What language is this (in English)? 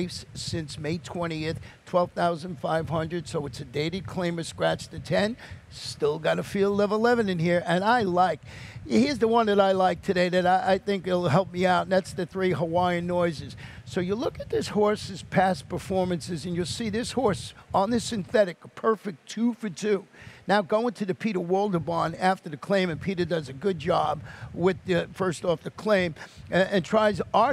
English